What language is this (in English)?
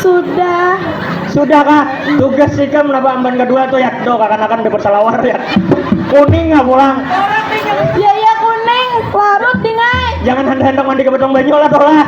Banjar